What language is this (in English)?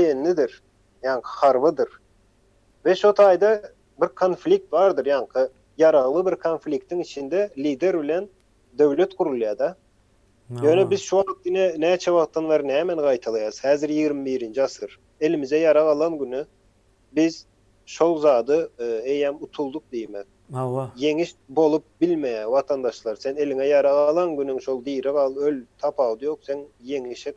Turkmen